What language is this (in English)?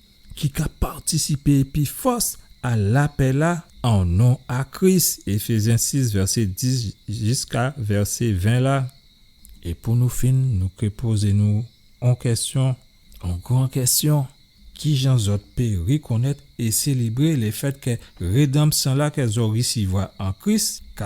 Guadeloupean Creole French